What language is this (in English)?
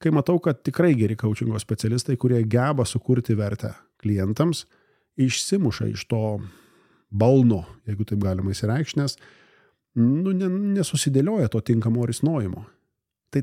Lithuanian